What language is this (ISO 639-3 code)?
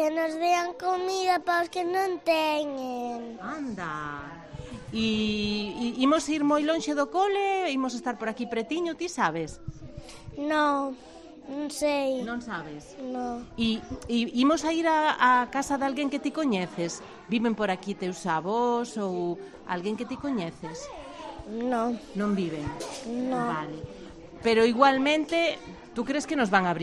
glg